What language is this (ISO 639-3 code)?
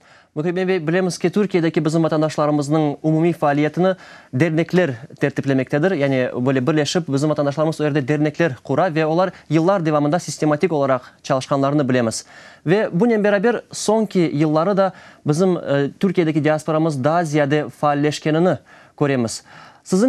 crh